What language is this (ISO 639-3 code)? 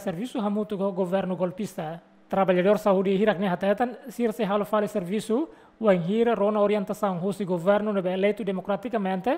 tet